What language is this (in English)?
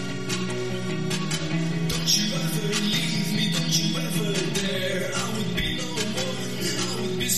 Italian